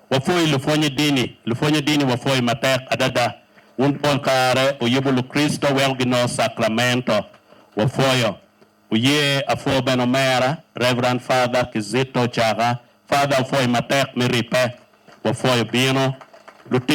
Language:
Acoli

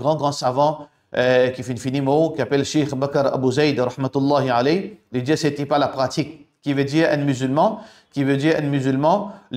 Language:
Morisyen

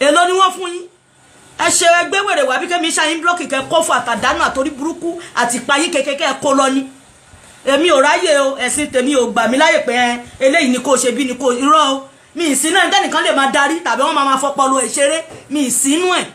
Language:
Yoruba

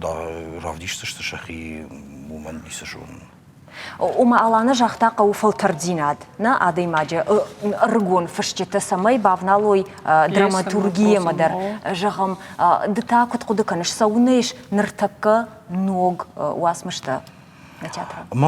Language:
Ossetic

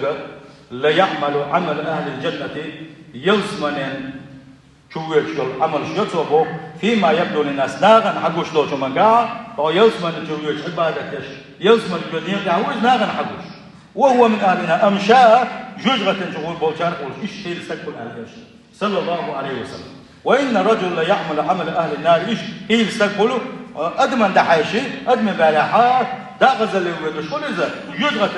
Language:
Chechen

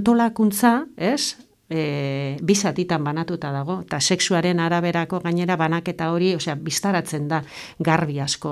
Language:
Basque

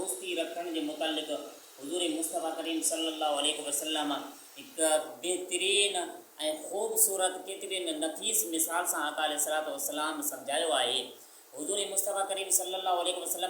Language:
Sindhi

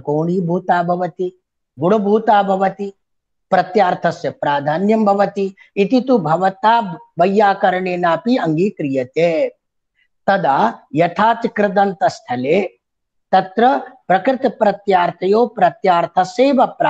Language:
Sanskrit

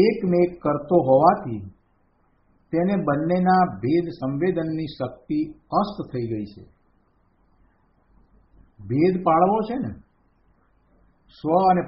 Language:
Gujarati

